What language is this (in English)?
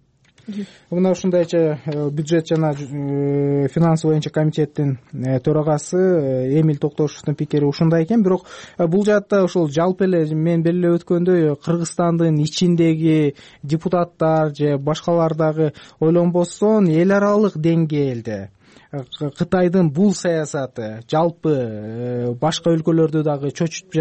Kyrgyz